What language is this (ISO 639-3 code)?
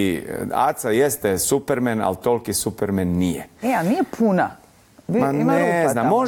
bos